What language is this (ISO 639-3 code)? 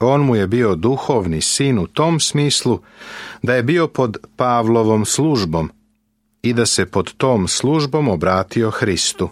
srp